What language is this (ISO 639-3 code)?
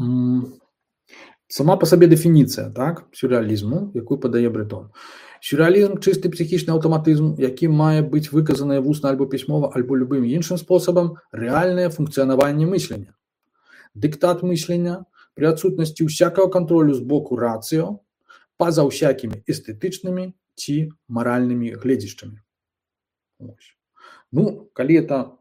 bel